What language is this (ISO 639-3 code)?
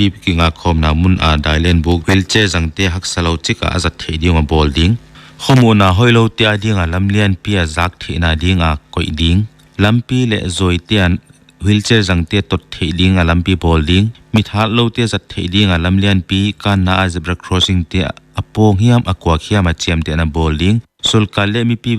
pck